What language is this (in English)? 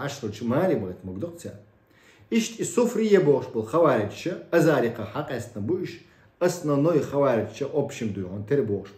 Chechen